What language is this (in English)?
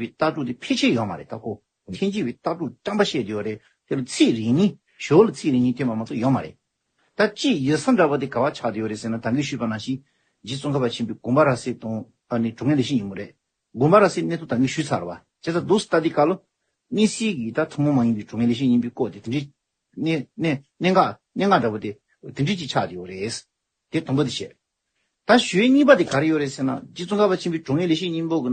Tibetan